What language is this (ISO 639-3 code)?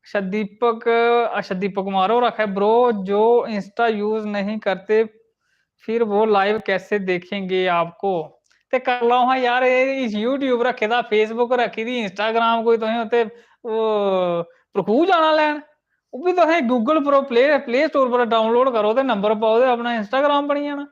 doi